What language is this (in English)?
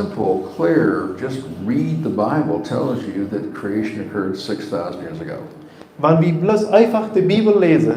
Plautdietsch